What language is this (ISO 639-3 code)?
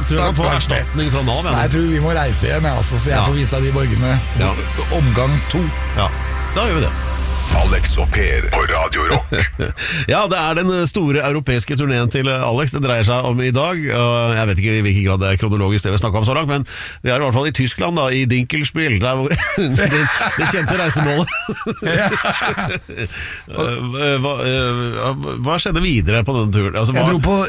nor